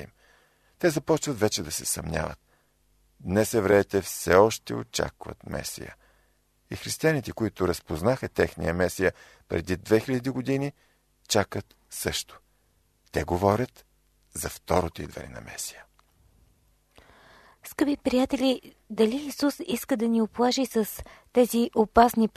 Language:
Bulgarian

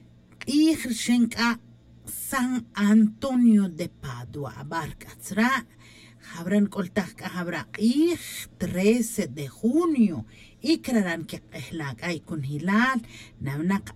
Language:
Tz'utujil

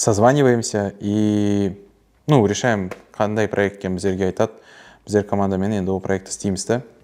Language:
Kara-Kalpak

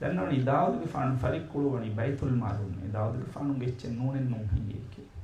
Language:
Divehi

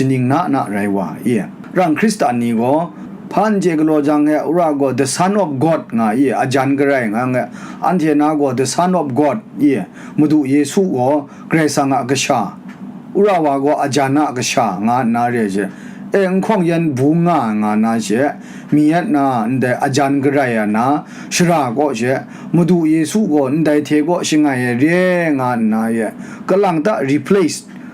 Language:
Kachin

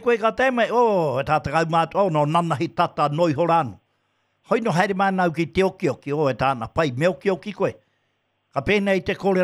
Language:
Māori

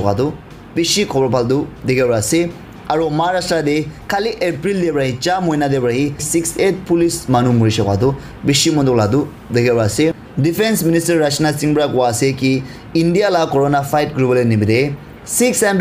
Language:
Naga Pidgin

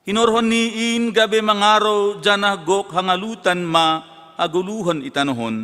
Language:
Batak Simalungun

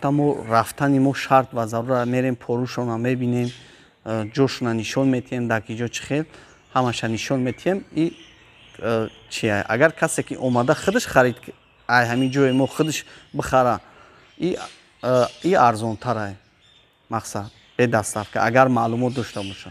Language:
Tajik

